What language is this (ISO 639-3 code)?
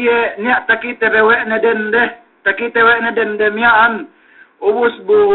yka